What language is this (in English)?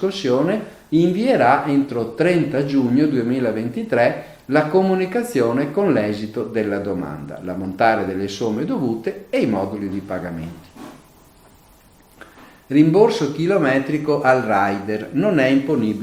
Italian